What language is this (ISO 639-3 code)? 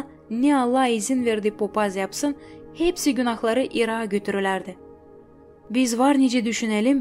gag